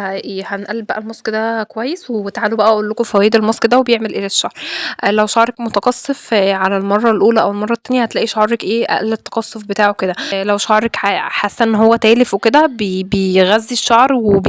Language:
Egyptian Arabic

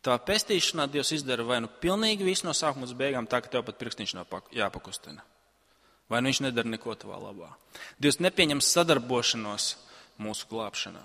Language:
Latvian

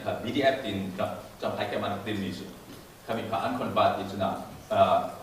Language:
Falam Chin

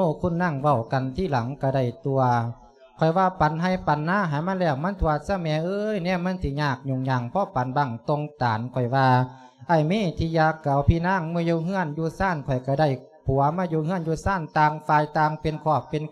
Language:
Lao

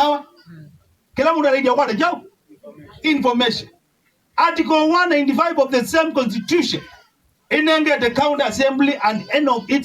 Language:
Kamba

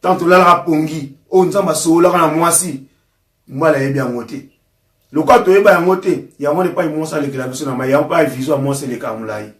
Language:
Lingala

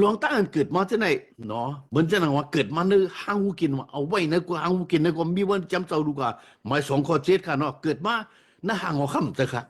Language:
Shan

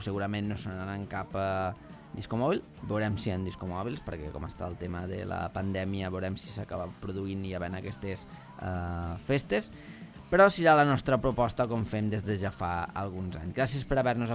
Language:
Catalan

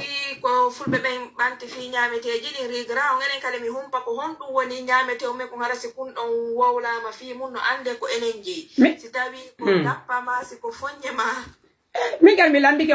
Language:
Pular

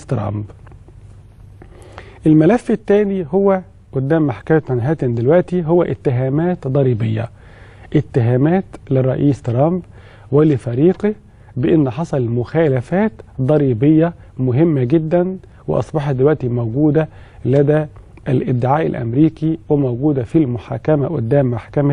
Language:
Egyptian Arabic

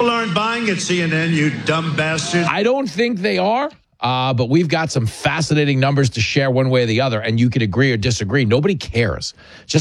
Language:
English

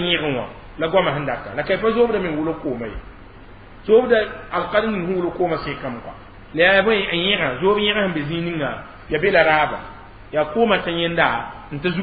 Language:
Mossi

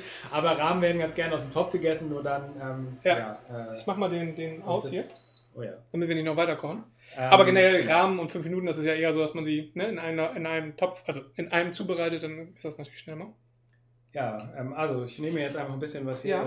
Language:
German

